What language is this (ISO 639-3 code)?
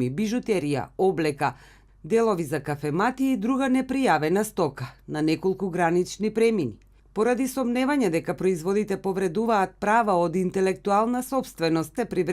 mkd